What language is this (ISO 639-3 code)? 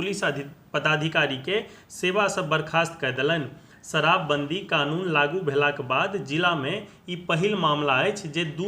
mai